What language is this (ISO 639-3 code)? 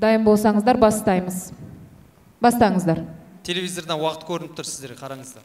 kaz